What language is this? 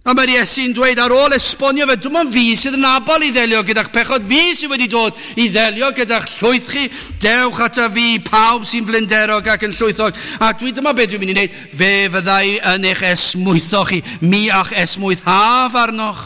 Welsh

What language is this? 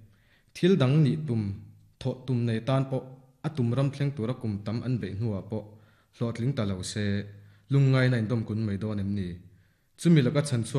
Mizo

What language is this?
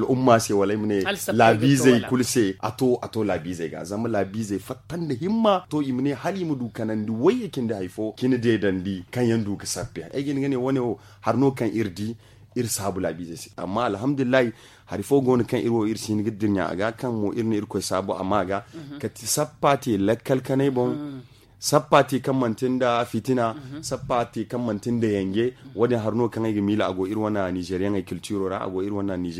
Zarma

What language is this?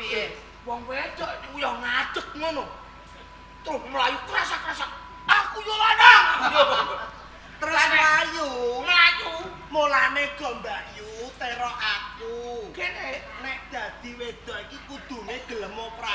Javanese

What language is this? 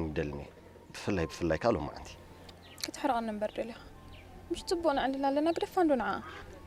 Tigrinya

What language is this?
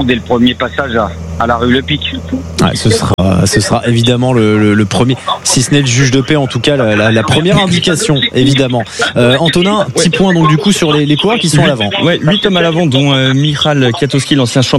French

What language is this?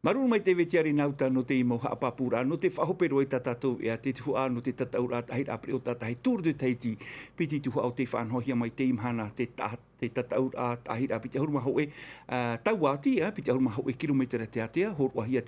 Tahitian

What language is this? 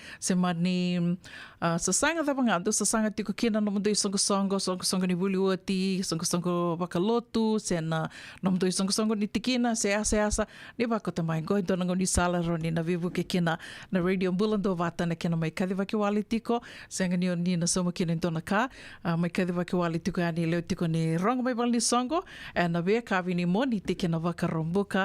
Fijian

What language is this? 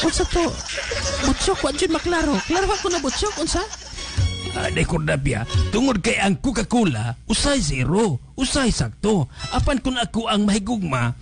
Cebuano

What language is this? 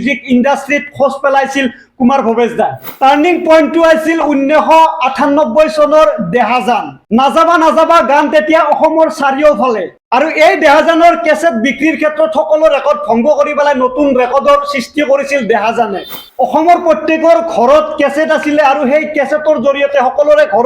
Assamese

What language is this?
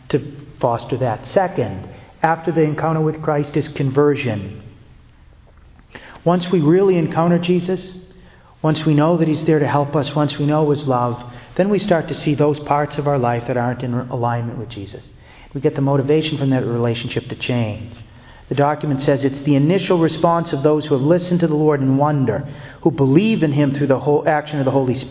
English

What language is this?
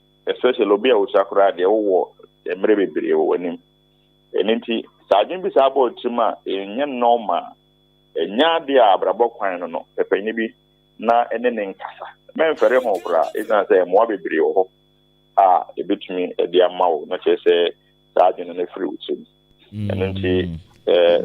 Akan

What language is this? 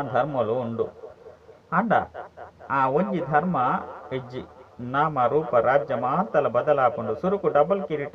Tulu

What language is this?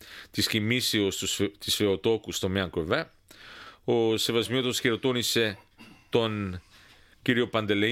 Greek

